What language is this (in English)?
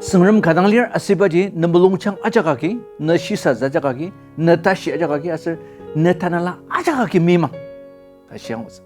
Ao Naga